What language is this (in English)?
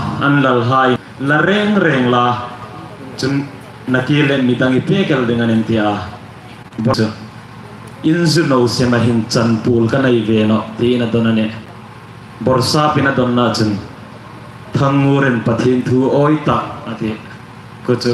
Hmar